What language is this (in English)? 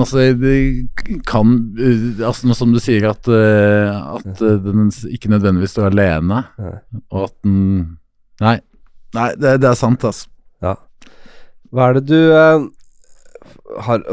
Norwegian